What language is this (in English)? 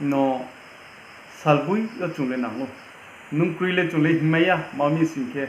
Riang (India)